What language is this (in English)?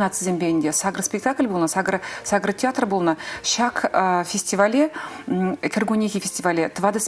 Chuvash